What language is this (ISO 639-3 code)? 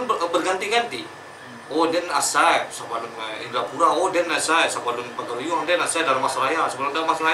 min